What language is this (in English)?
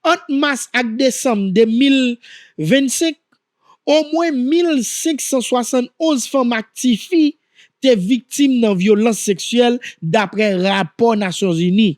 Haitian Creole